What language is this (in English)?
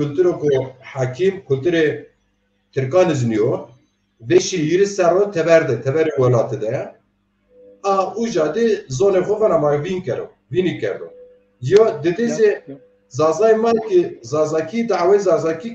Zaza